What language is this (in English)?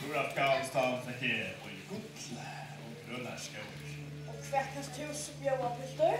Faroese